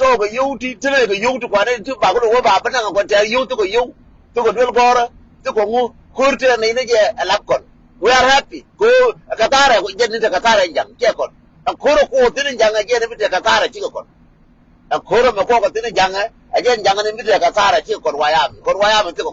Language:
Nuer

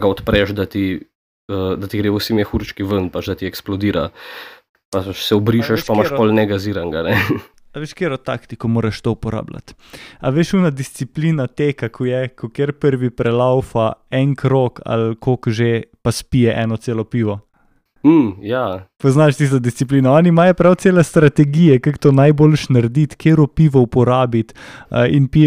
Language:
Slovenian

